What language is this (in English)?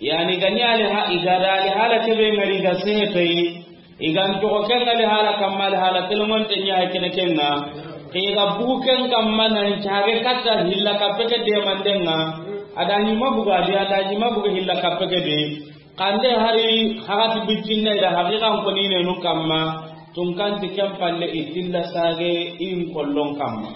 Soninke